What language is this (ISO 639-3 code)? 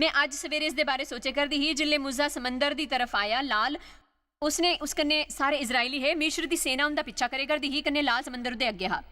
doi